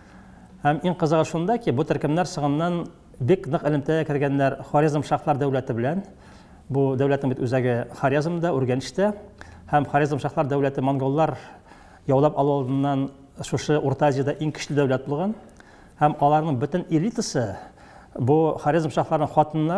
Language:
Tatar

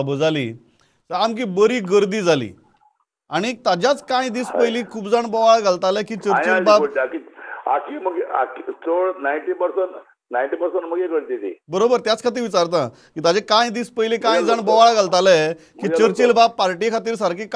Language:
Konkani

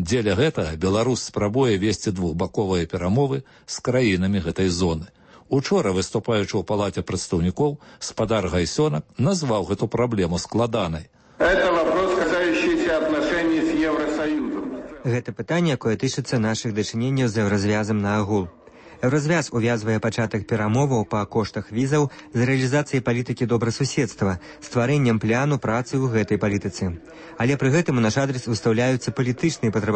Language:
Belarusian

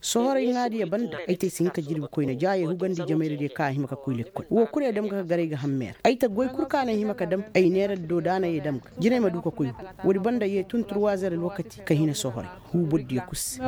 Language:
Koyraboro Senni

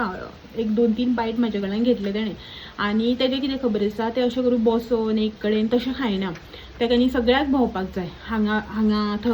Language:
Konkani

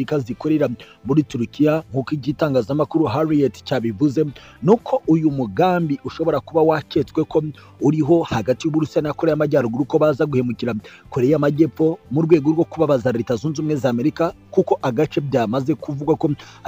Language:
Kinyarwanda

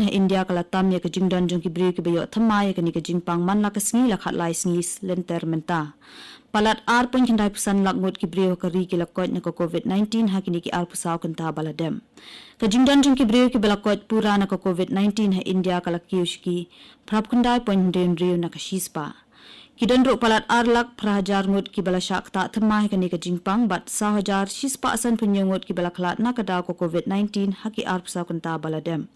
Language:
Khasi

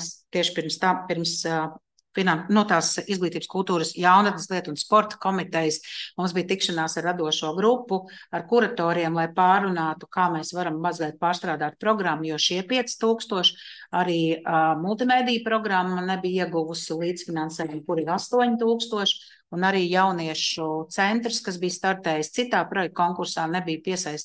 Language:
Latvian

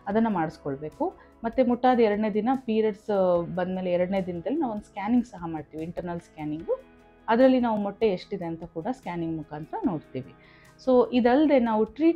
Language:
Kannada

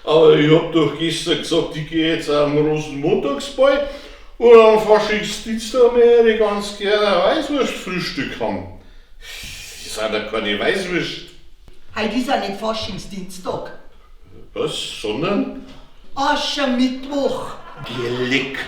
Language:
Bavarian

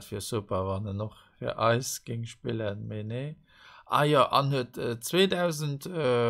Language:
Luxembourgish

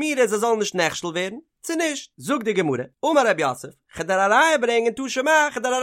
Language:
Yiddish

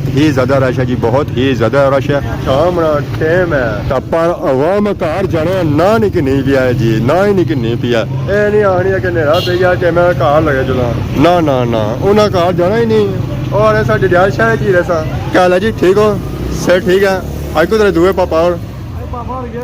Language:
Pahari-Potwari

